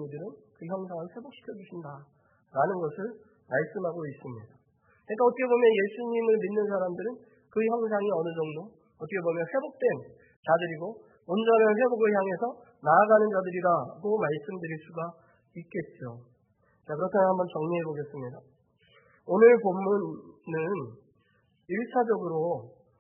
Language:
Korean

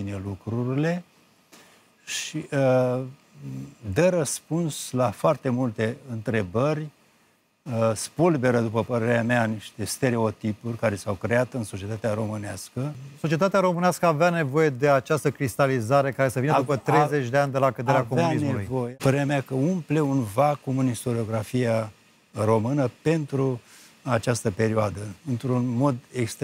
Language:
Romanian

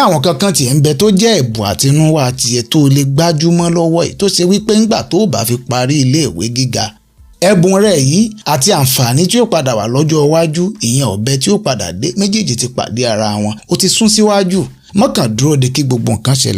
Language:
Yoruba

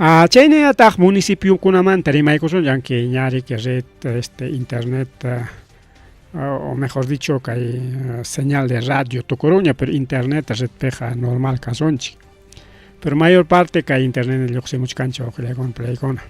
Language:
Ayacucho Quechua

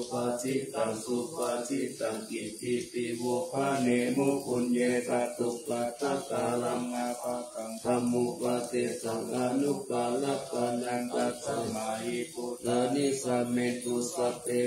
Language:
Pali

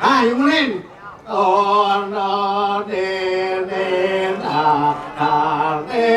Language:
Balinese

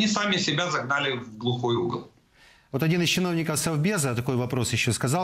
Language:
Russian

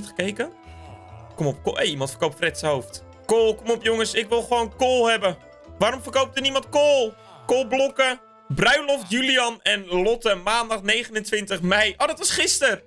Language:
Dutch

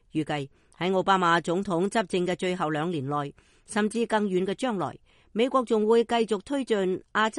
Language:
Cantonese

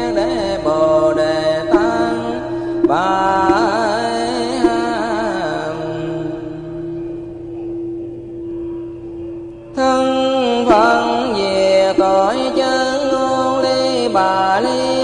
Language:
Vietnamese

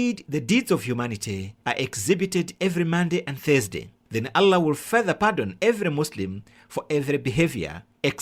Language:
English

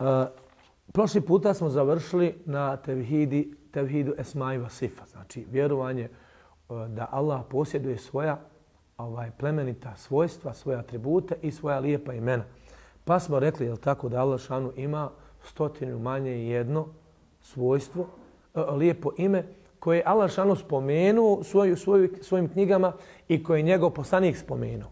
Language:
Bosnian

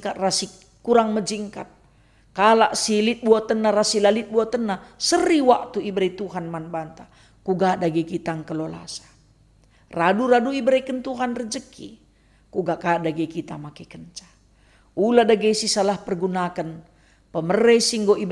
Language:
Batak Karo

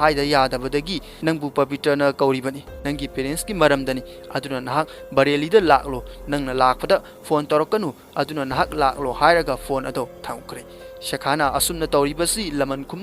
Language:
Manipuri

